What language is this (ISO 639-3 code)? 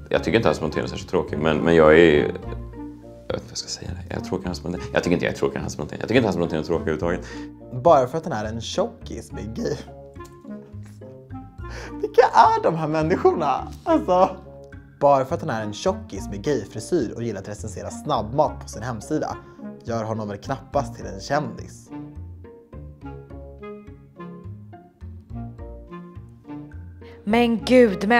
swe